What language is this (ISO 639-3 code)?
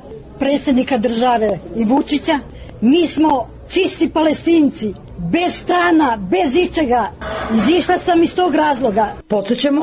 srp